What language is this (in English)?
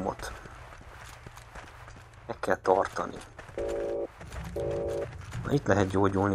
Hungarian